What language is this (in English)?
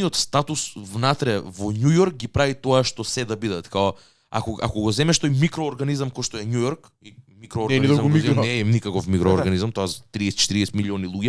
Macedonian